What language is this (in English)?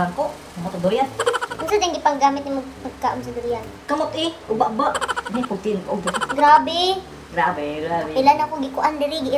Cebuano